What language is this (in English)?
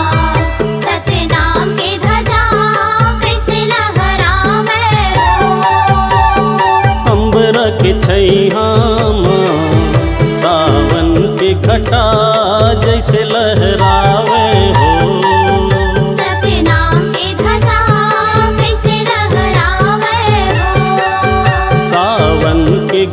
Chhattisgarhi